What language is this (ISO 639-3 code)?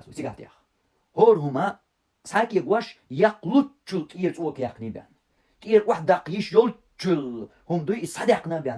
che